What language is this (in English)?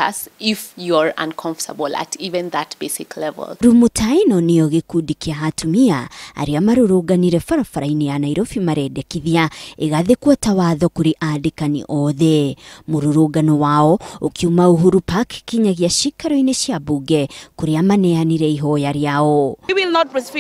Kikuyu